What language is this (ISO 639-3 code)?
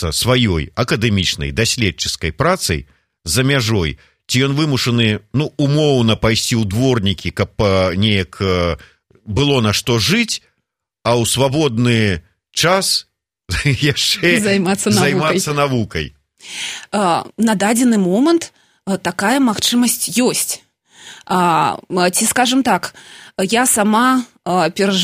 bel